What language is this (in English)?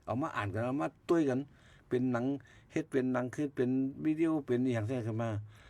Shan